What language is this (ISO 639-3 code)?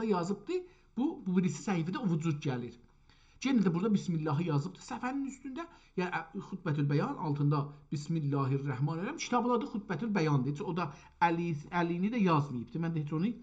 azb